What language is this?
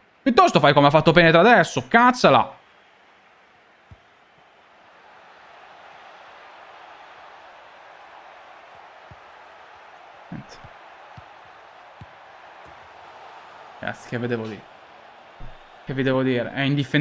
Italian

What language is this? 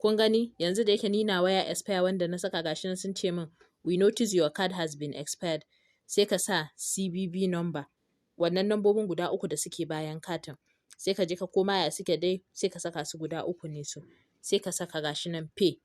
Hausa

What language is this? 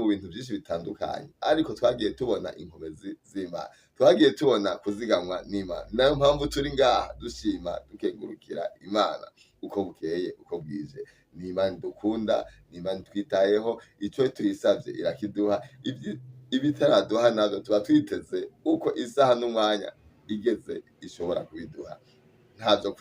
Rundi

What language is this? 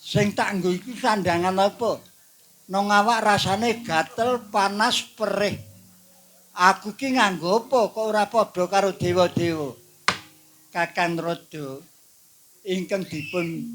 Javanese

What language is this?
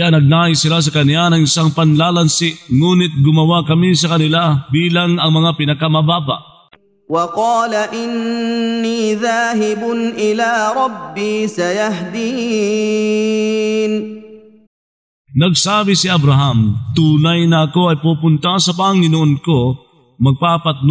Filipino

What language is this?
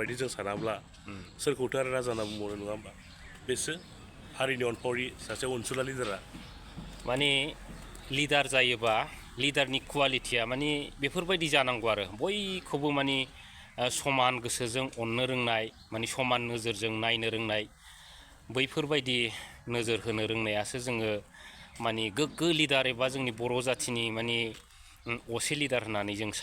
Bodo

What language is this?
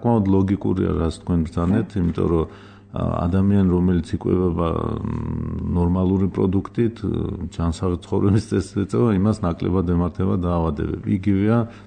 Georgian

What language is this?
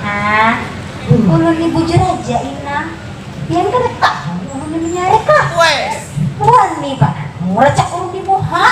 Banjar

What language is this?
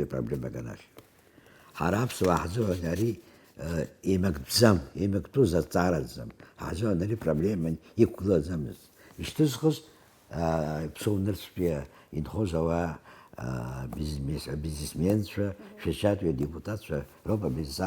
Abkhazian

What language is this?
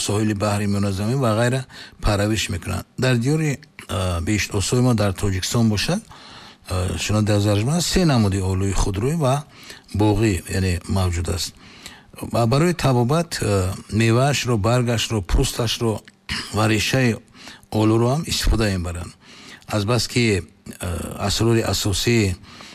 Tajik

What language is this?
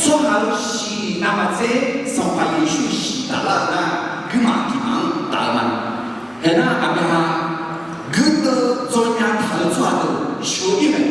Akha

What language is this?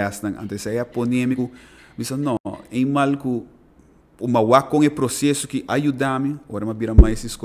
Papiamento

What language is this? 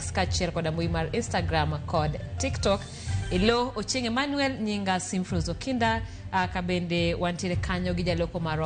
Luo (Kenya and Tanzania)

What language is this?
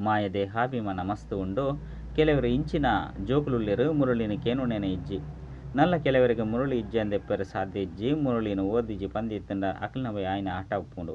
Tulu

